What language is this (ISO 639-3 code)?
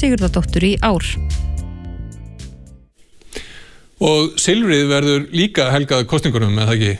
isl